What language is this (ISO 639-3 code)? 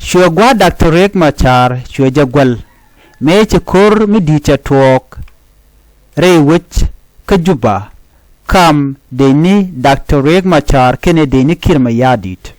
nus